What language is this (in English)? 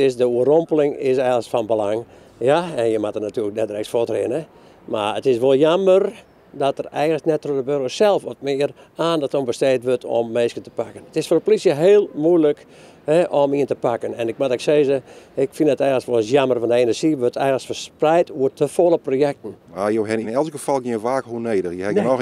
Western Frisian